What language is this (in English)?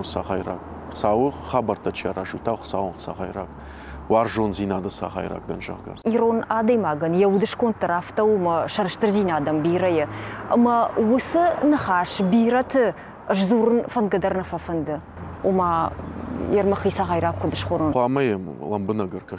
Ossetic